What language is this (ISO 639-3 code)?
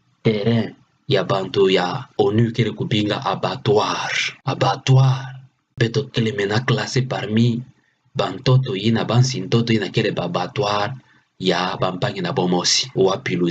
ktu